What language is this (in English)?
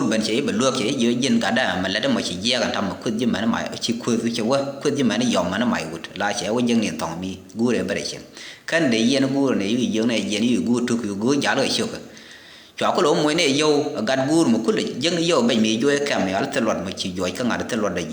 Nuer